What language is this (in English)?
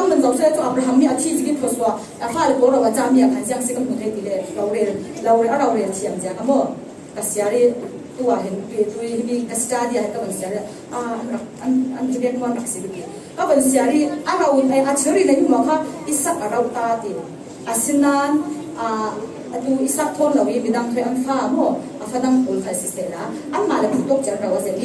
Falam Chin